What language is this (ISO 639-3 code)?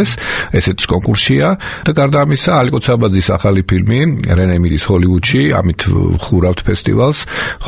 kat